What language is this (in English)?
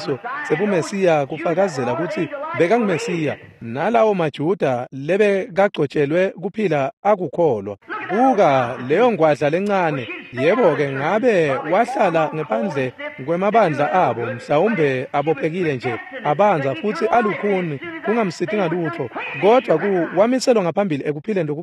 Swati